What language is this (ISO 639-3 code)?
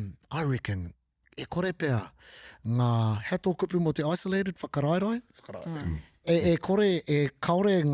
mri